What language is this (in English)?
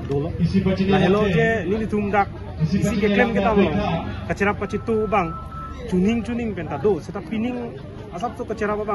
Karbi